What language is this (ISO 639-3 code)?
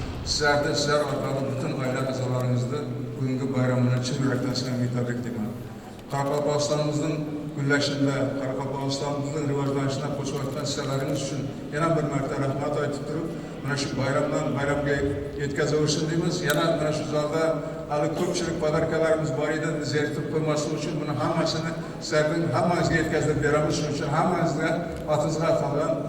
kaa